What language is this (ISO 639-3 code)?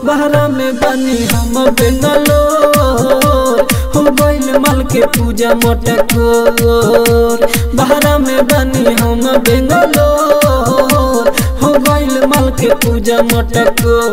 bho